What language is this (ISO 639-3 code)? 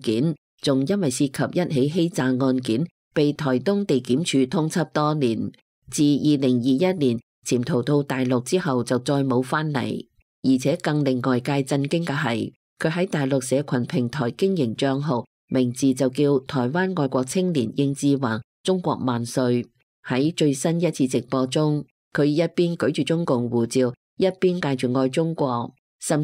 yue